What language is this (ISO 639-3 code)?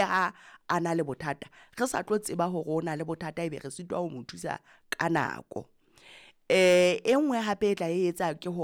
sot